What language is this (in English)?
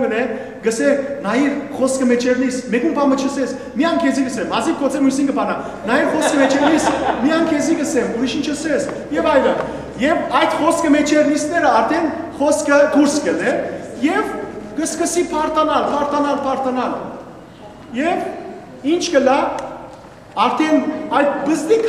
Western Armenian